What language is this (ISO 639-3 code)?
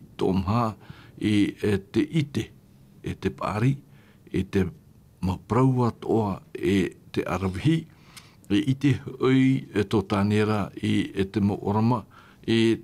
tah